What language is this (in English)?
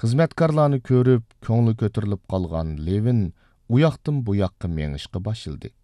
Uyghur